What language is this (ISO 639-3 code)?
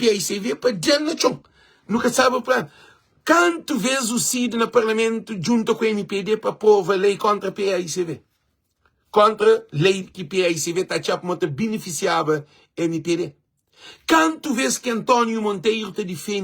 kea